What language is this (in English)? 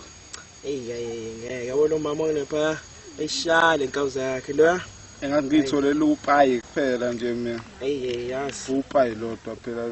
Zulu